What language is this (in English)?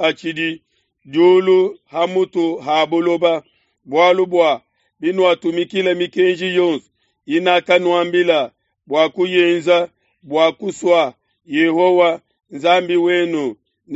Luba-Lulua